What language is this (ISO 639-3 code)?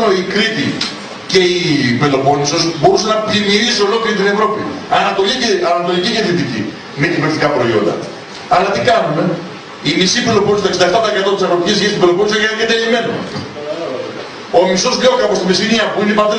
ell